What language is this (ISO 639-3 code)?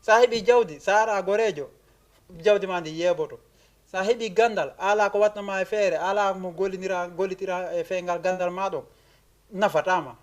ful